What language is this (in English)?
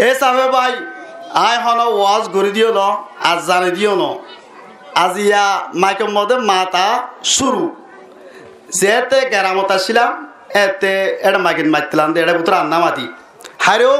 Rohingya